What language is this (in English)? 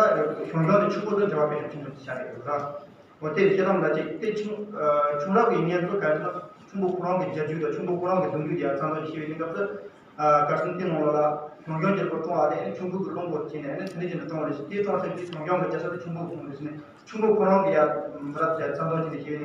Tibetan